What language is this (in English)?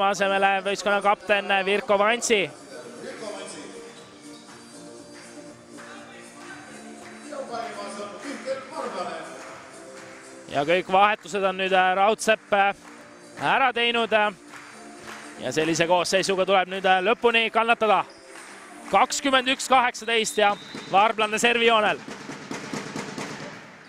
Estonian